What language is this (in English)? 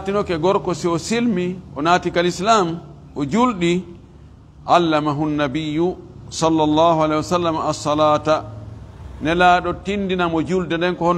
Fula